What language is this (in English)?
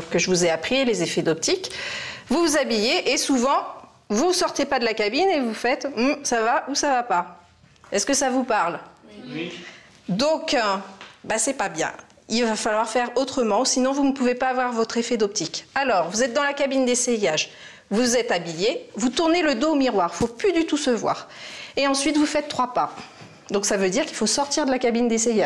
French